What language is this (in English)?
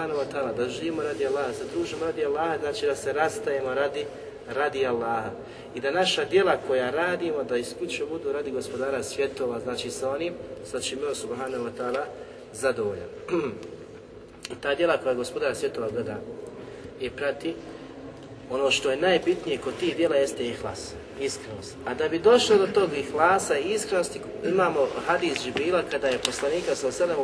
Bosnian